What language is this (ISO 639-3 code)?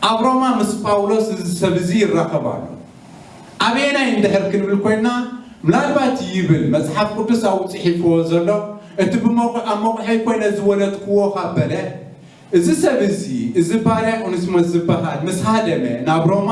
tir